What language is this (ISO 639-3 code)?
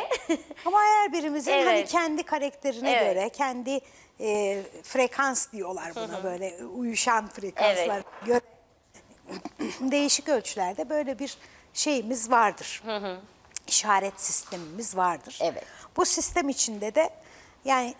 tur